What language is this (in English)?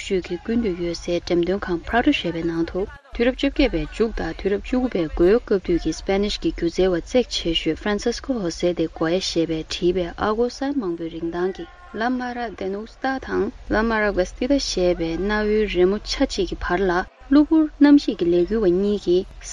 Tibetan